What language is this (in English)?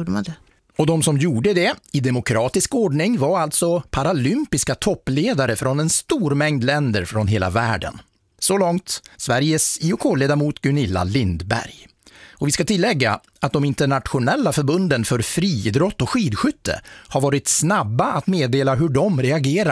Swedish